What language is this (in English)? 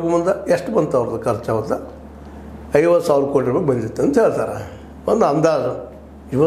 Kannada